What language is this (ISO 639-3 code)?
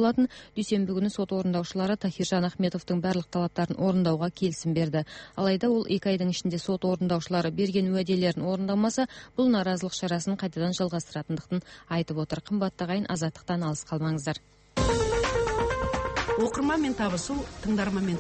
kaz